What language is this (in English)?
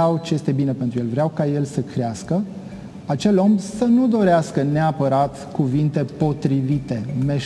Romanian